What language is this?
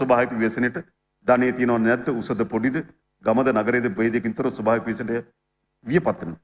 Sinhala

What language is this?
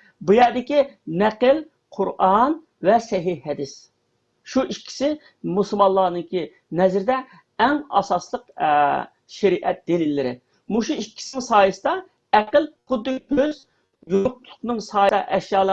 Uyghur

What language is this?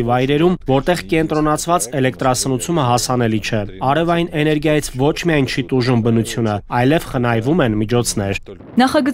Armenian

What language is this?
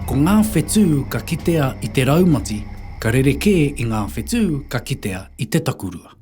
Māori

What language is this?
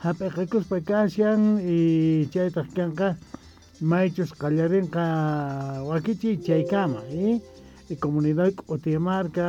South Bolivian Quechua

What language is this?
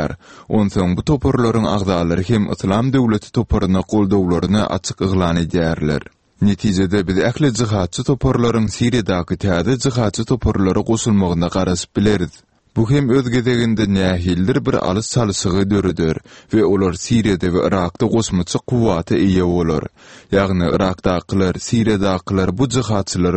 Turkmen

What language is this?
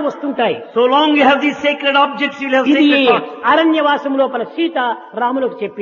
Telugu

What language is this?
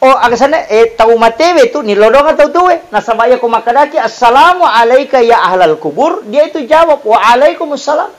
Buginese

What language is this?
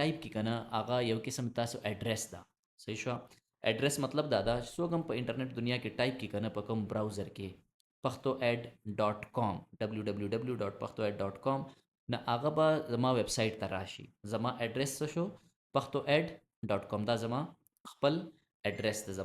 Pashto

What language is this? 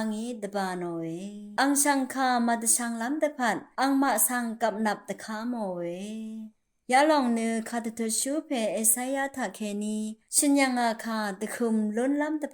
Rawang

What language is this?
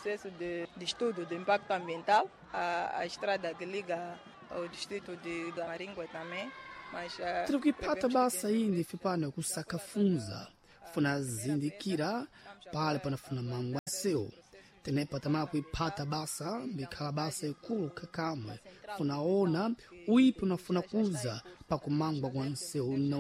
Sena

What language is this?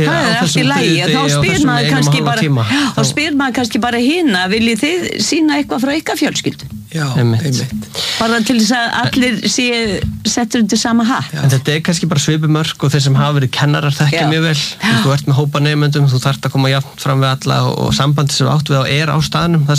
Icelandic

